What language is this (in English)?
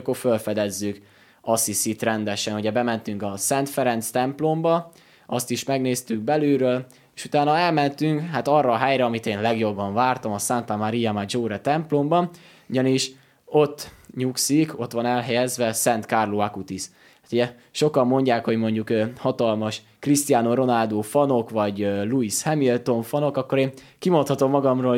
Hungarian